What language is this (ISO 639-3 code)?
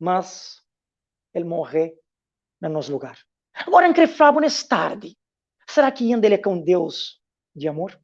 kea